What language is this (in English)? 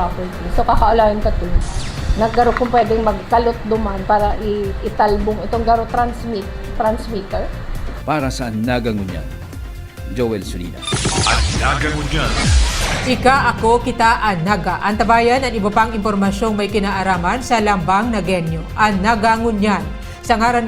Bikol